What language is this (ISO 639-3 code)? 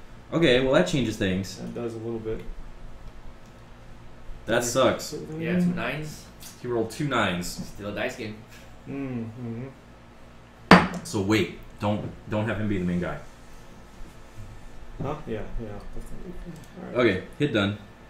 eng